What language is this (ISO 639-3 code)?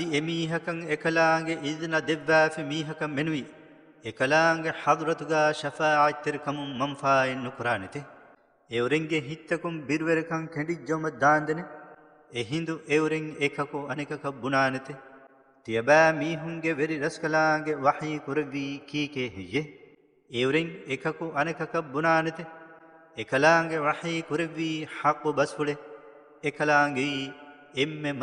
div